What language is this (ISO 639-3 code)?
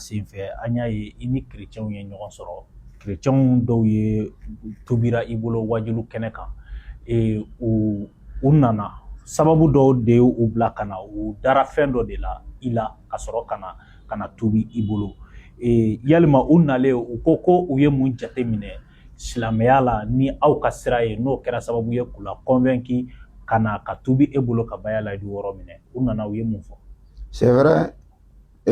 bam